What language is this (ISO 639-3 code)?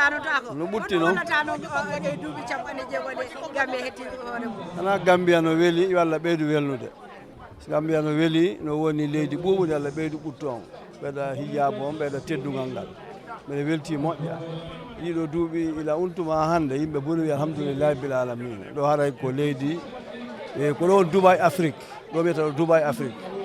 ful